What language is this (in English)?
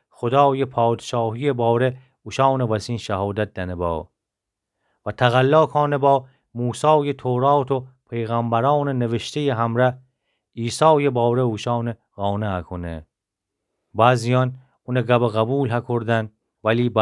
Gilaki